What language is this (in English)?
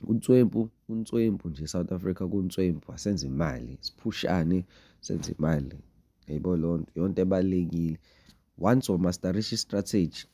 Zulu